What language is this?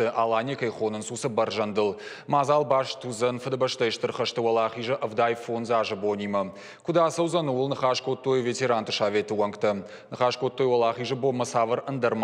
Ossetic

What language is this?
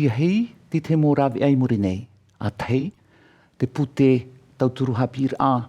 Tahitian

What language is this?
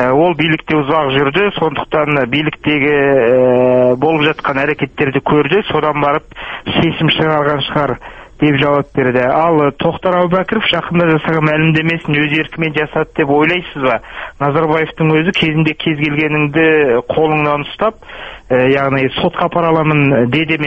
Kazakh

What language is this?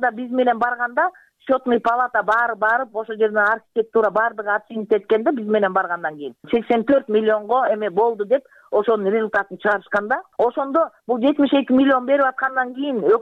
Kyrgyz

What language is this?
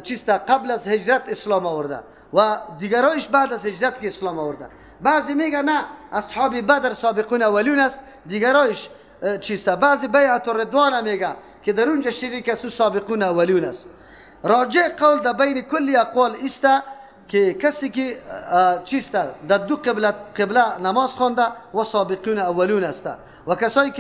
Persian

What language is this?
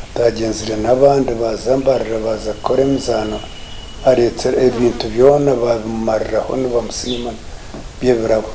Nyankole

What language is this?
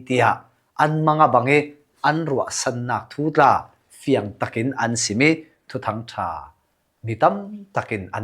Falam Chin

